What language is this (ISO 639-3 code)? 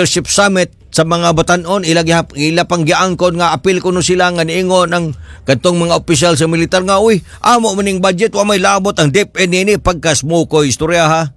ceb